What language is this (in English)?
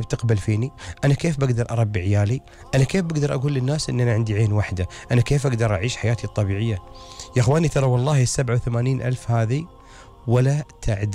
Gulf Arabic